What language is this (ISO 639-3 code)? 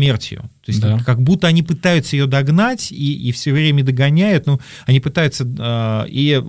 rus